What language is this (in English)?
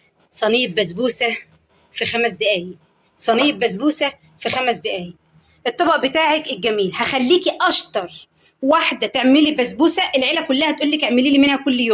Egyptian Arabic